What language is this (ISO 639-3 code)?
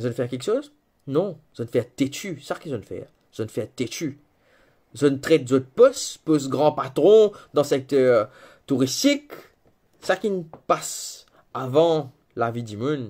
mfe